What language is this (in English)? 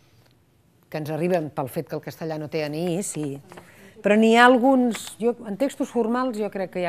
Catalan